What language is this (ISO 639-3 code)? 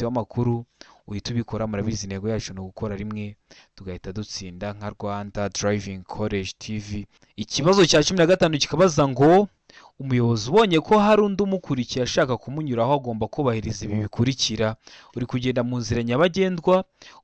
kin